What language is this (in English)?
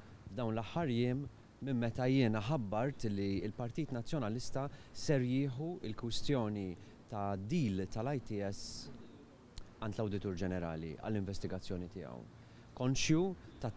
Maltese